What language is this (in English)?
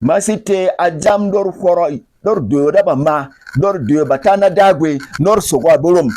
Berom